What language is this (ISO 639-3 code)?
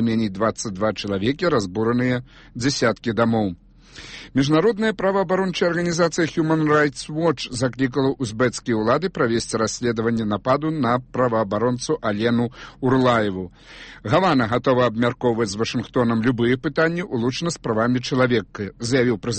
bel